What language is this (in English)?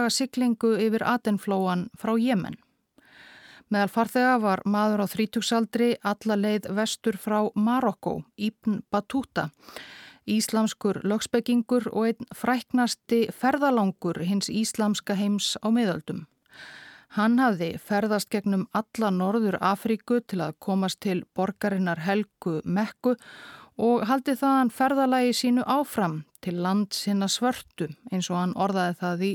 Icelandic